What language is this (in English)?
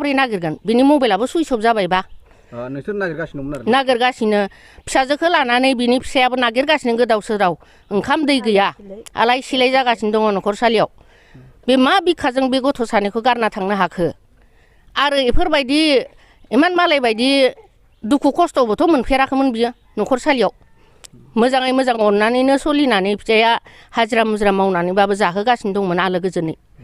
Bodo